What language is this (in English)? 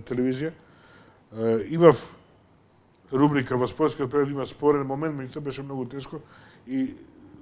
Macedonian